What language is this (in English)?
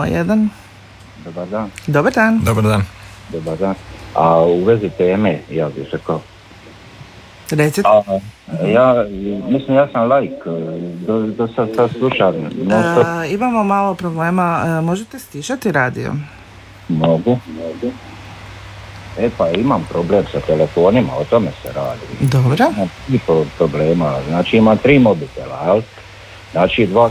Croatian